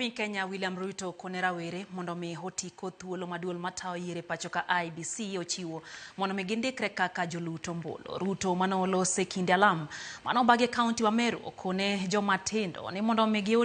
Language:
Luo (Kenya and Tanzania)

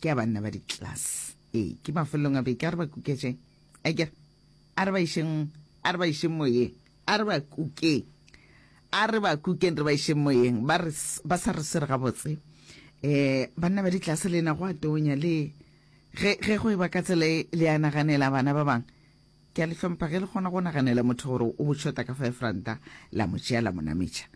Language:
Northern Sotho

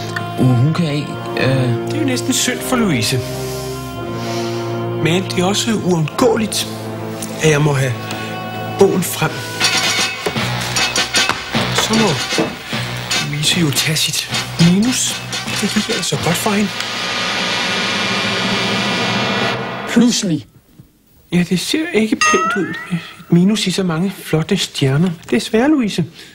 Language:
Danish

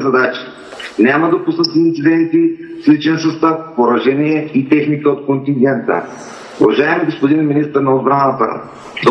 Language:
Bulgarian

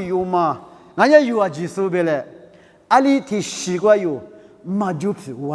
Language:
Lisu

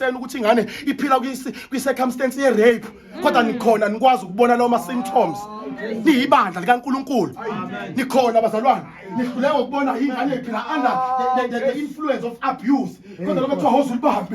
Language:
Zulu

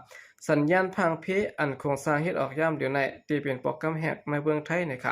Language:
Shan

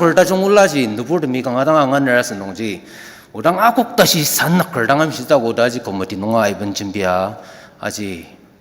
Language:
Ao Naga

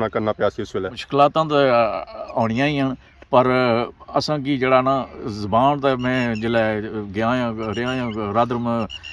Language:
Pahari-Potwari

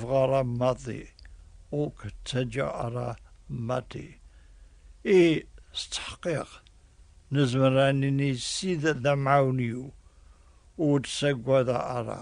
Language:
Kabyle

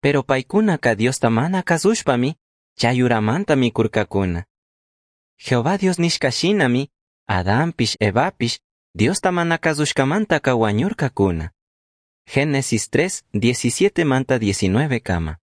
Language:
Chimborazo Highland Quichua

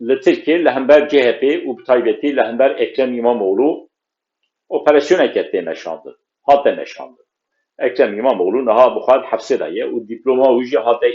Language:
Kurdish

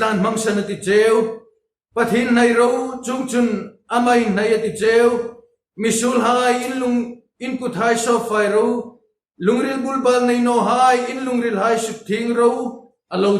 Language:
Hmar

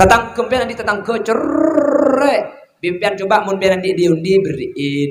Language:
Madurese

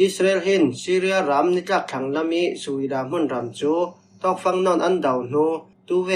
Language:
Falam Chin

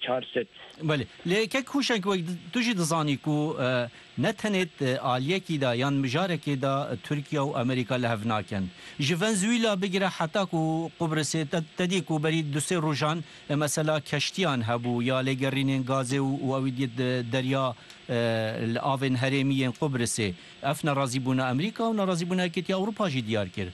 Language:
Kurdish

